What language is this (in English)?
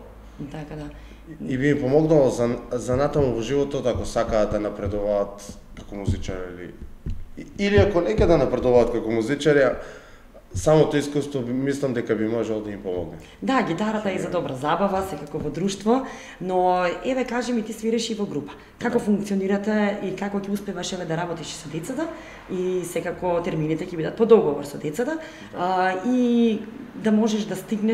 Macedonian